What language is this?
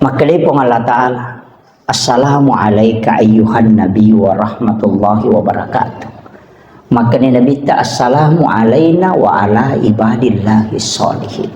Buginese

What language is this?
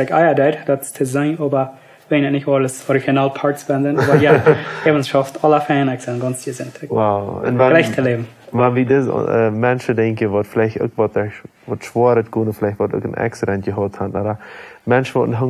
Plautdietsch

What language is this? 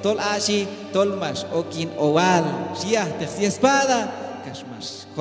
Q'anjob'al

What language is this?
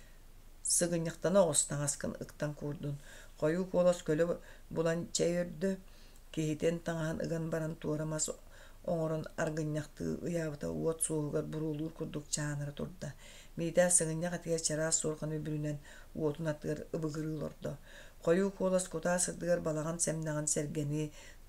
Yakut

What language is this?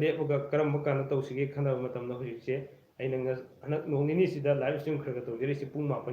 Manipuri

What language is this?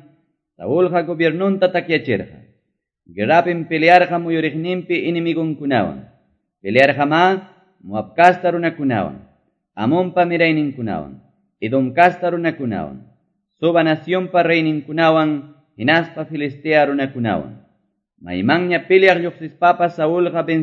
Quechua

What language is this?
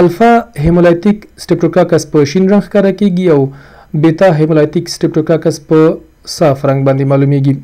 Pashto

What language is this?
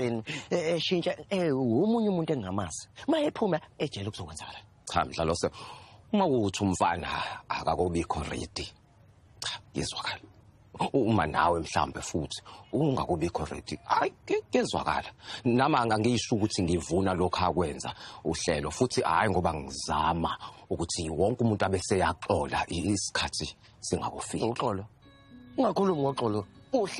Zulu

